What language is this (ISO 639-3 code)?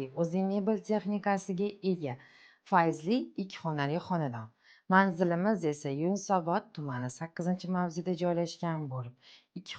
uzb